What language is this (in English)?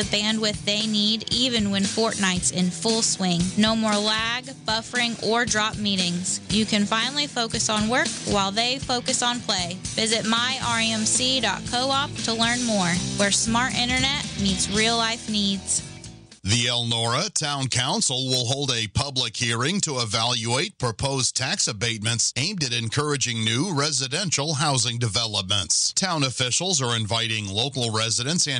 English